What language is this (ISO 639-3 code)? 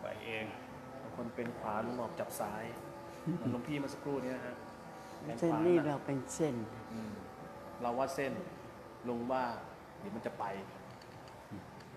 tha